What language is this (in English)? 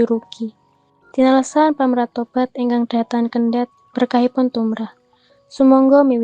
Javanese